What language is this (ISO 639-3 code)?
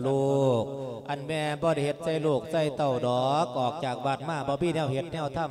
lao